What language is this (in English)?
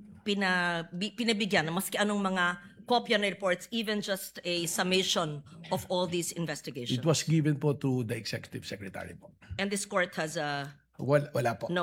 Filipino